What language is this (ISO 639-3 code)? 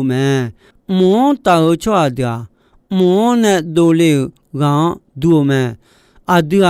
ahk